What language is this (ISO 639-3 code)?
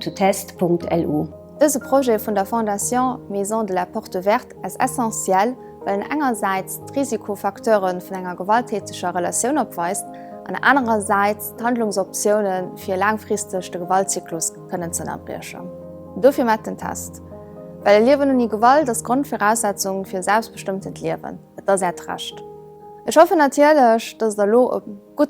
ltz